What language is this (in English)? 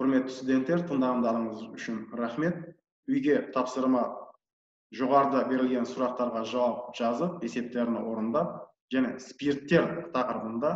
Kazakh